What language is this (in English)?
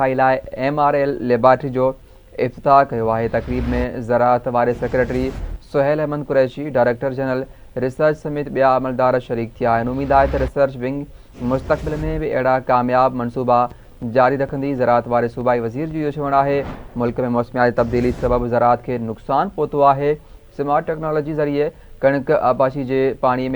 Sindhi